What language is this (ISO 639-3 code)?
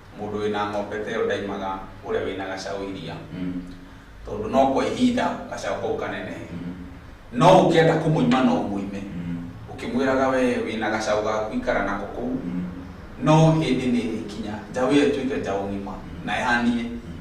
kik